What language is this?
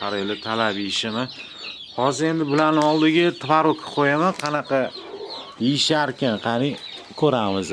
Uzbek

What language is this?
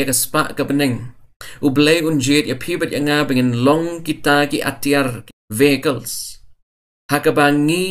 Khasi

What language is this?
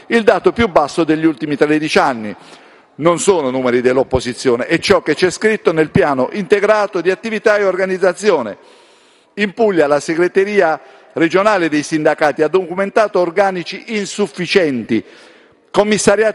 Italian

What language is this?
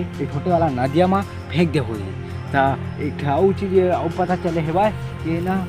Chhattisgarhi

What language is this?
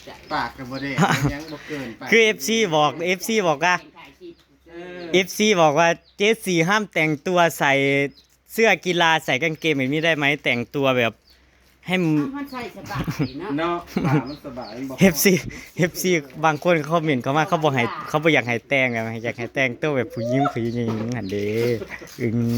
Northeastern Thai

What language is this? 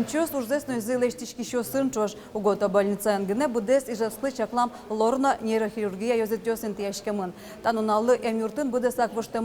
Udmurt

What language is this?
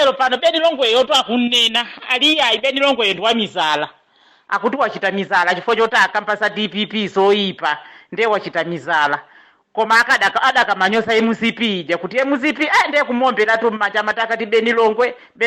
Nyanja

